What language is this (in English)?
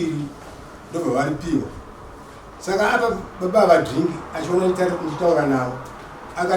Shona